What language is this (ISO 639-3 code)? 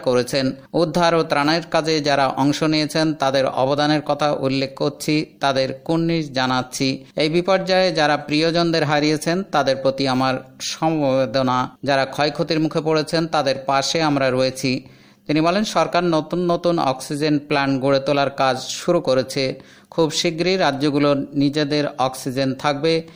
ben